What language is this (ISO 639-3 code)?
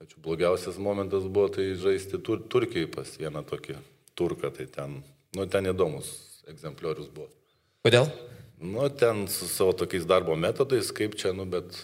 lit